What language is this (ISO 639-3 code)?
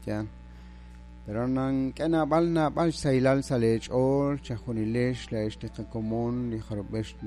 kek